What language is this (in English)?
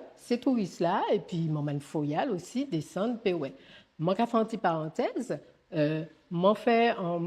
Guadeloupean Creole French